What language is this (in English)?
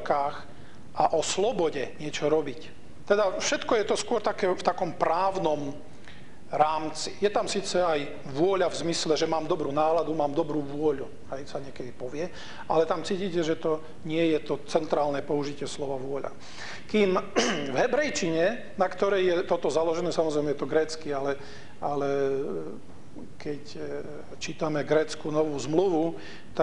Slovak